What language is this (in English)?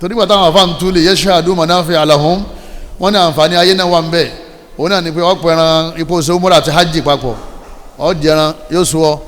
Yoruba